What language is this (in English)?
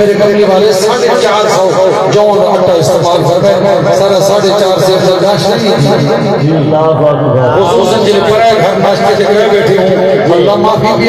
Saraiki